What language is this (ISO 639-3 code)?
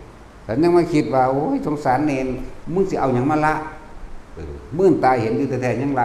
tts